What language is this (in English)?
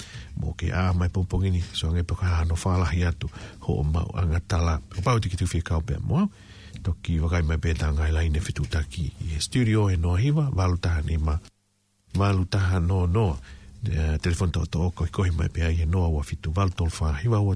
Tongan